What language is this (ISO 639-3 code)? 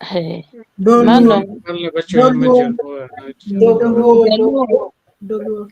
ach